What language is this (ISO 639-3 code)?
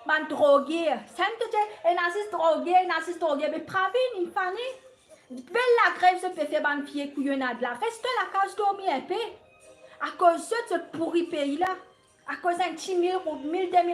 mfe